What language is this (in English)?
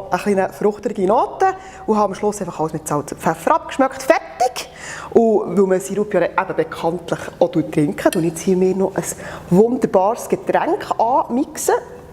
Swiss German